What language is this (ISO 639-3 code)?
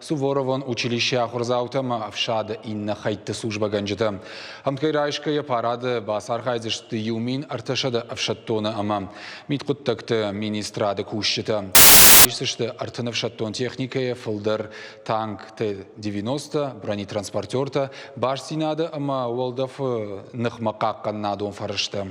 oss